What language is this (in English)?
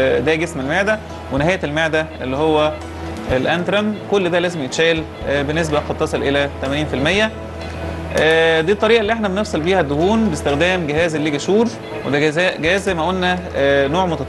Egyptian Arabic